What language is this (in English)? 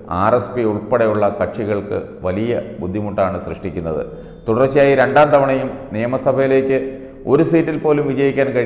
Malayalam